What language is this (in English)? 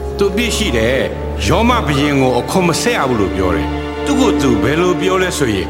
Burmese